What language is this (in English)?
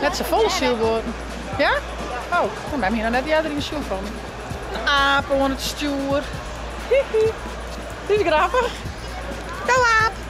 Western Frisian